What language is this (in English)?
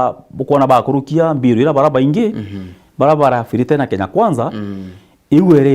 Meru